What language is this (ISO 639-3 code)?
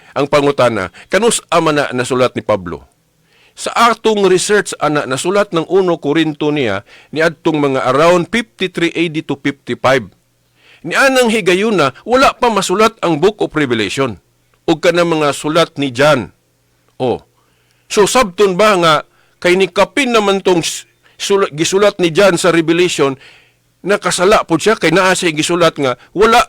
ceb